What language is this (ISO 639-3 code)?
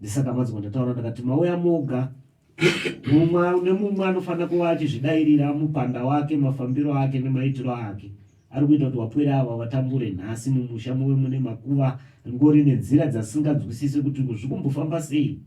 sna